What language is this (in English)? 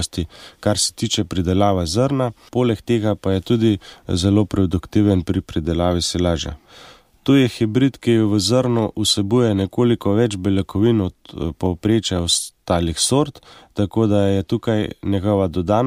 Slovenian